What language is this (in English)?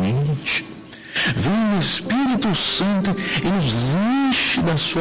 Portuguese